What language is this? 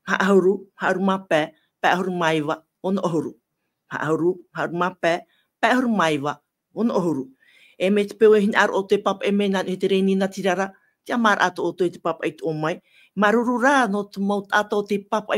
Tahitian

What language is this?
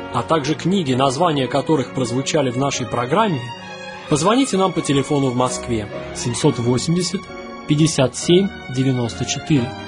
Russian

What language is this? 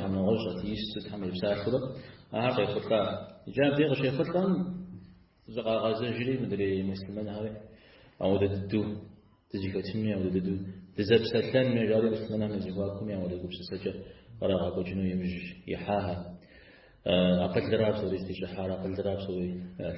Kabardian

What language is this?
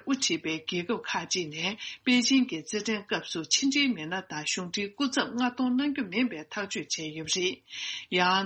Tibetan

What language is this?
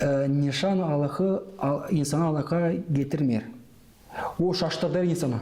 Gagauz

